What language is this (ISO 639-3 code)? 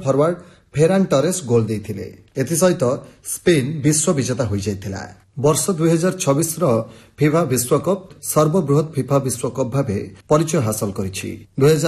ori